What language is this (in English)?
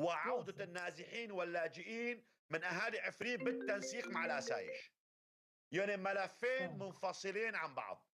North Levantine Arabic